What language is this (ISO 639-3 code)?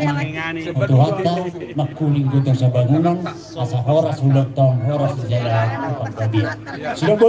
bbc